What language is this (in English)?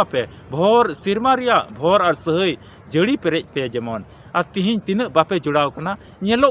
Santali